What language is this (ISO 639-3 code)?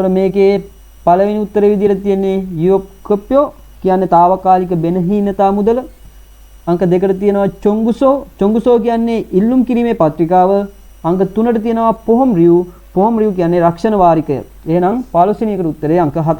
sin